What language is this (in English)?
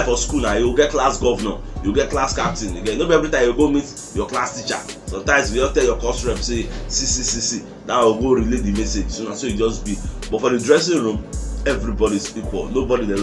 Nigerian Pidgin